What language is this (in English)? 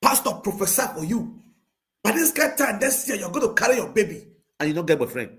Nigerian Pidgin